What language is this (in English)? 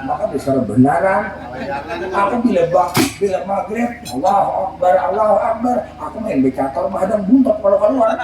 Banjar